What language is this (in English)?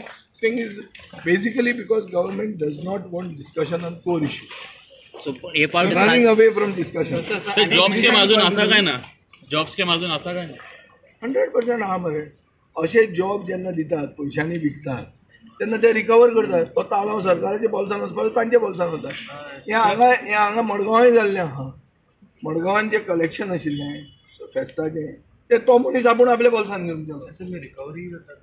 Konkani